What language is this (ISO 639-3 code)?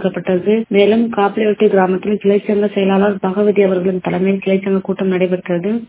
tam